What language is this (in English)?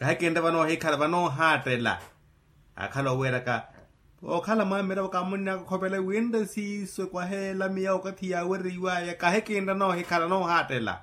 Makhuwa